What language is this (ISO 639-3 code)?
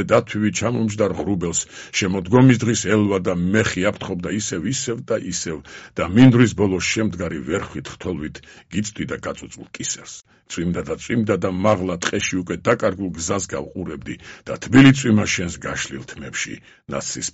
kat